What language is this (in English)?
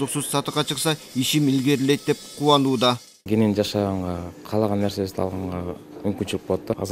Kyrgyz